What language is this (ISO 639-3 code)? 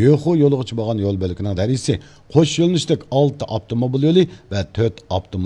uig